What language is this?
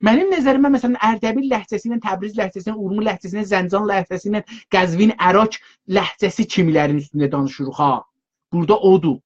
South Azerbaijani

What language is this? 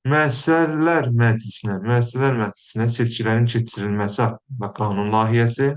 Azerbaijani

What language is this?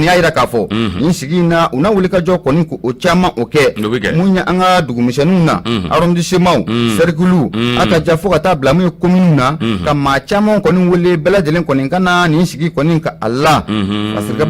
Bambara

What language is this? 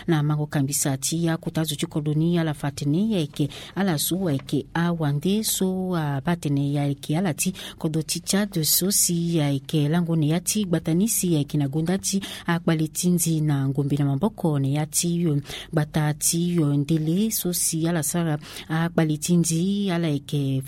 Sango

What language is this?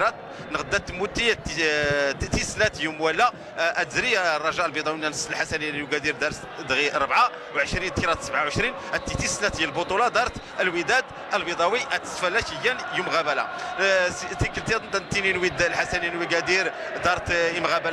Moroccan Arabic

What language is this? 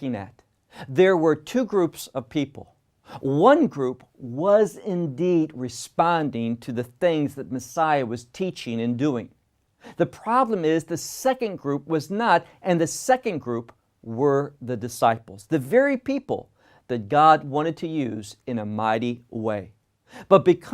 English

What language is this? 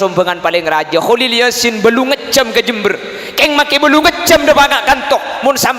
Madurese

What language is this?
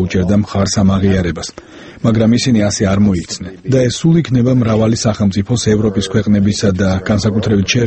Georgian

